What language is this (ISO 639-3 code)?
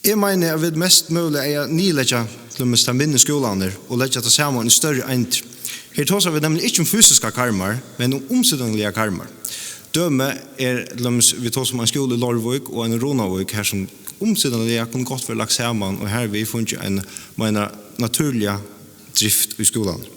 fao